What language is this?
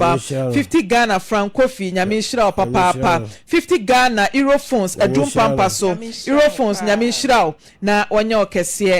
Akan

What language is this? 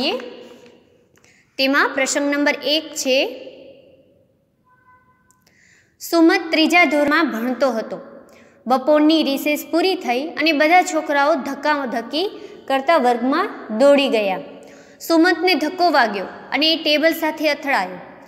Gujarati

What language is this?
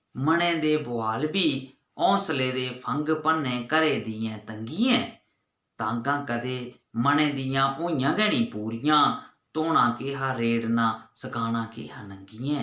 Dogri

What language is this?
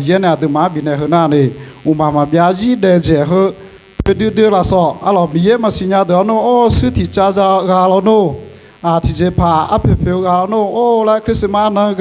Akha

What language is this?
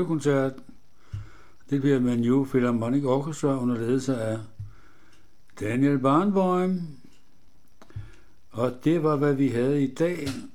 Danish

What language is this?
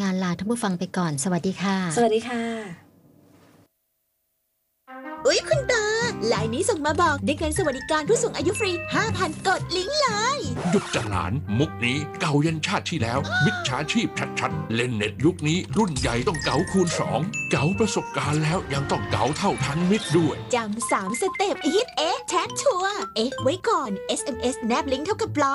Thai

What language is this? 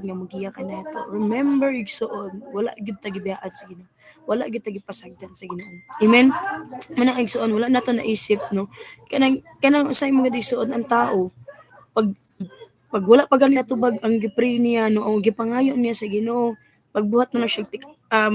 Cebuano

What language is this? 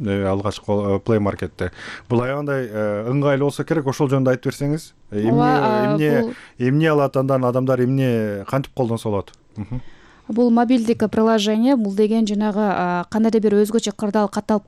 Kyrgyz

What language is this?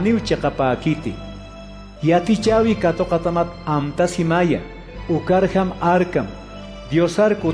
Aymara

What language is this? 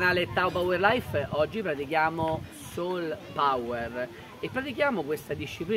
Italian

